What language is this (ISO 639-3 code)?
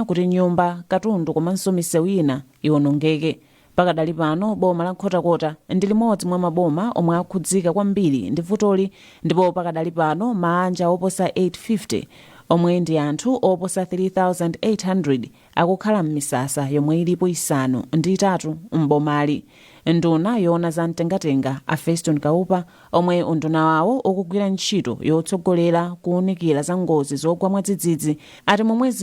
nya